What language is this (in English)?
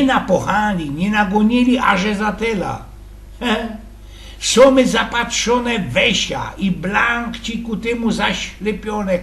Silesian